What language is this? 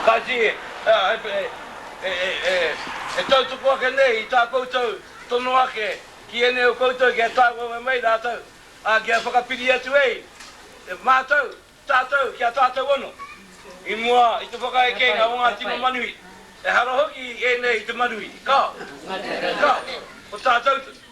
Māori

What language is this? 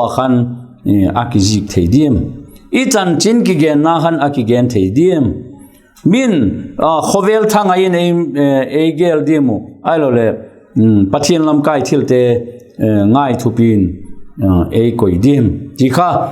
Vaiphei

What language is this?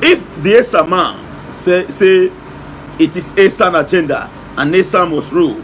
Nigerian Pidgin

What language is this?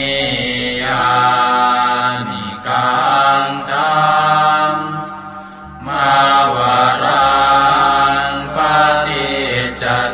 Pali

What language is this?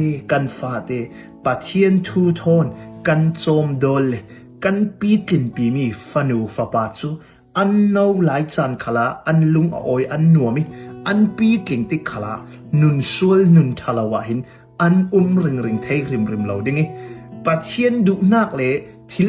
Hakha Chin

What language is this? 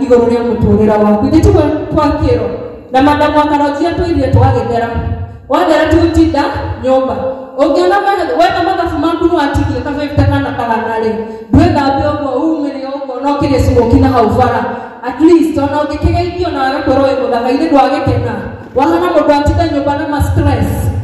Kikuyu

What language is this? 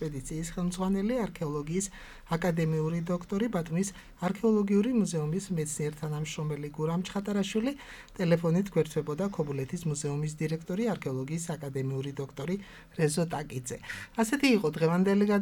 Georgian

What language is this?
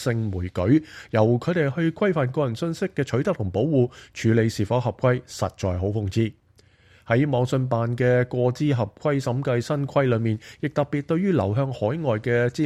Cantonese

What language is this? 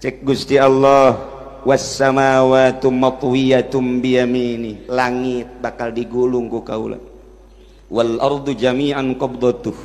Sundanese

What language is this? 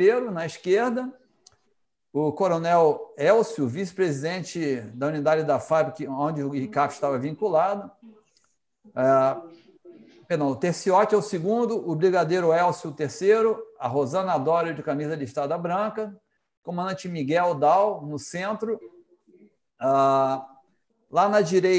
Portuguese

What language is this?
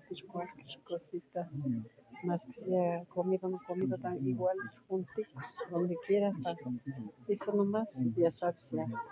Imbabura Highland Quichua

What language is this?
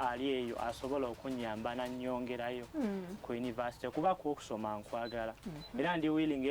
Ganda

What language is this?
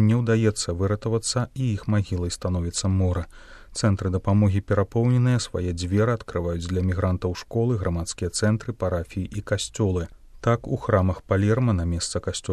Belarusian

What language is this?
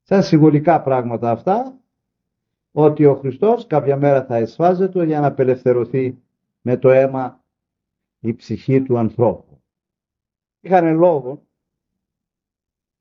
Greek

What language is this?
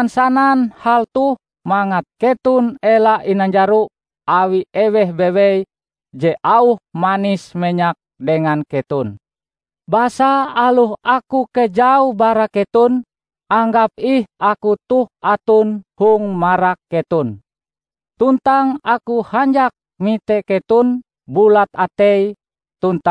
Ngaju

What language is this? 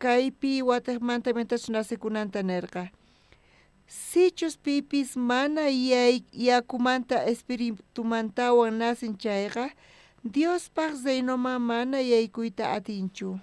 South Bolivian Quechua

